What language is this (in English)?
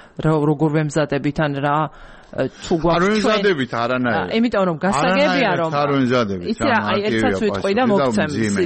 Georgian